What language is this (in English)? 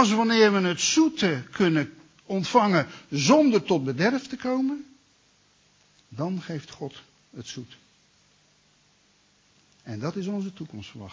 Dutch